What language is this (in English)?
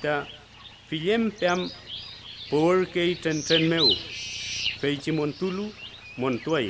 Mapuche